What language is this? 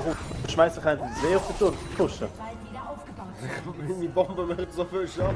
Swiss German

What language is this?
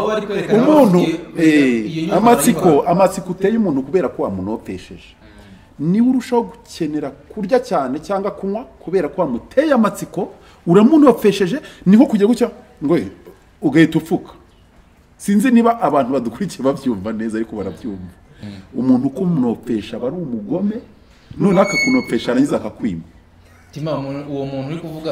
Kinyarwanda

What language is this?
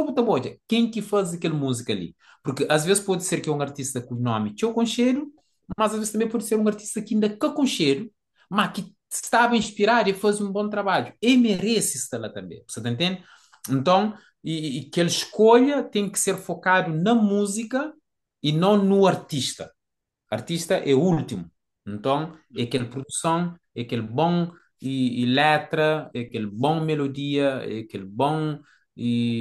Kabuverdianu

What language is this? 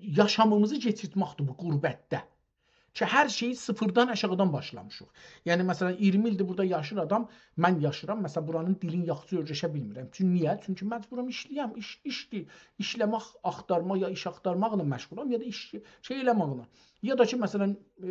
South Azerbaijani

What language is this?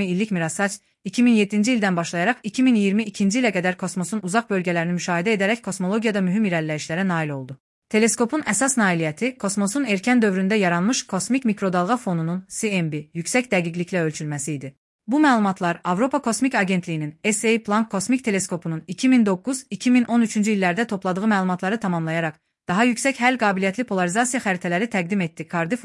Azerbaijani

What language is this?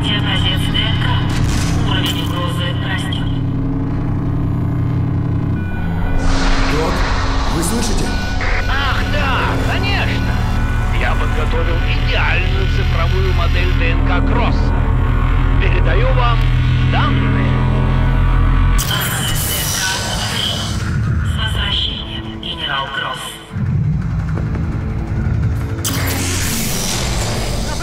Russian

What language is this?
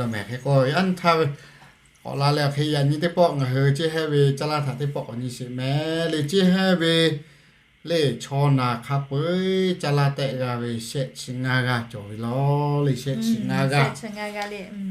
Lahu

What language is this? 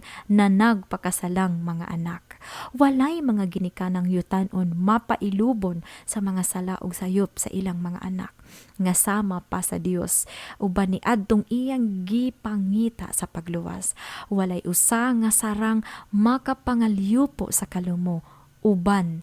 Cebuano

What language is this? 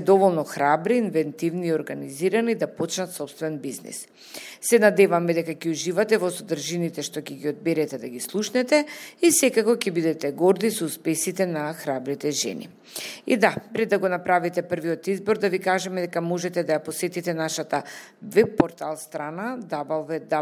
Macedonian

